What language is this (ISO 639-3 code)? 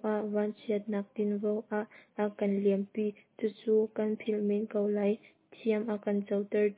cnh